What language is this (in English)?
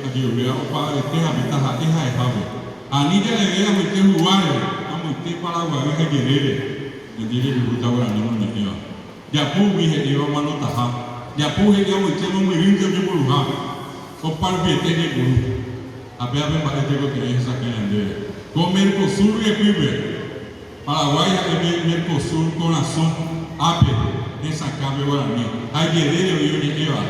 Guarani